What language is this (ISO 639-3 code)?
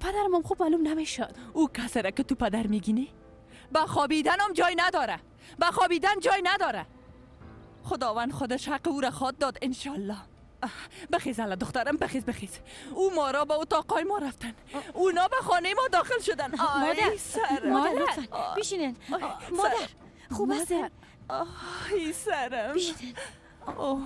fas